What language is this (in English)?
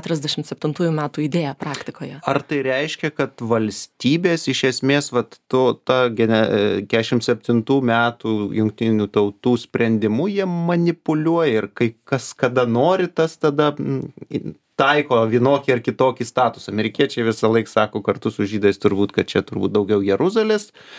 Lithuanian